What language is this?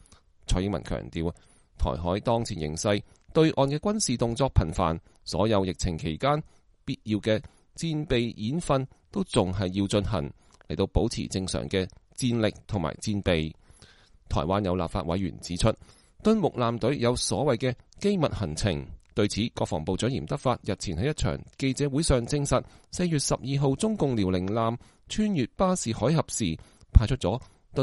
Cantonese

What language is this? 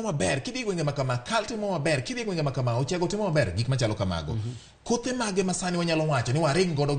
Luo (Kenya and Tanzania)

